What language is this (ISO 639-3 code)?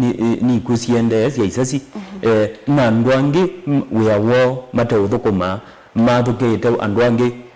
kam